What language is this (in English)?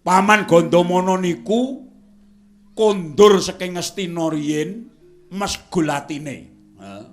Javanese